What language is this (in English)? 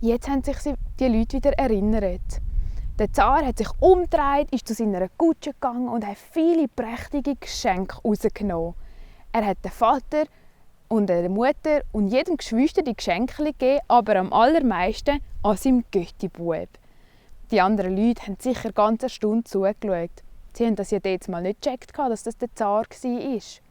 Swiss German